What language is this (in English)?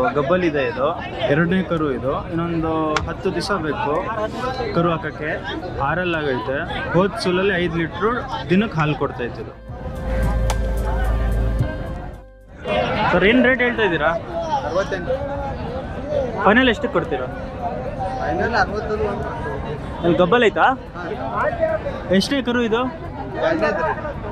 Kannada